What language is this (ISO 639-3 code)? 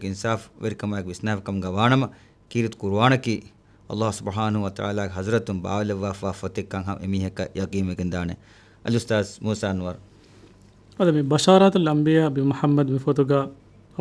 div